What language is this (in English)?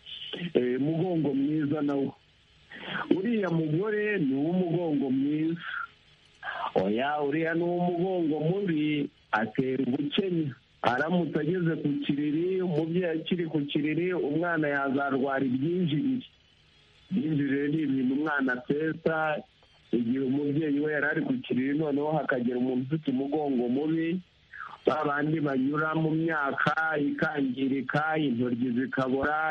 Kinyarwanda